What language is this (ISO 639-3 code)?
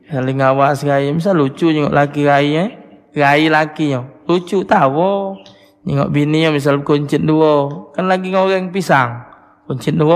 mui